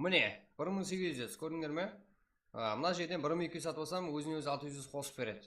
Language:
Kara-Kalpak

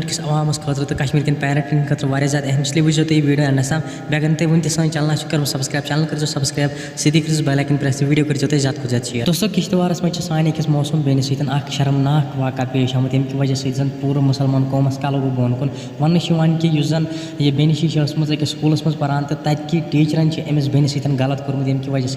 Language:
Kashmiri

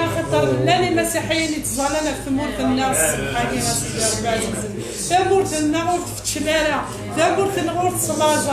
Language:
Kabyle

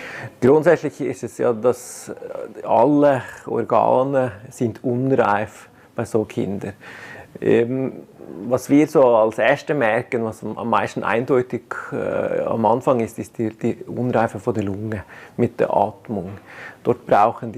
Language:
Romansh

